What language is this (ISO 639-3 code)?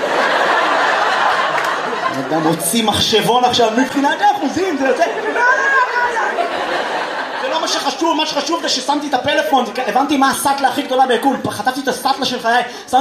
heb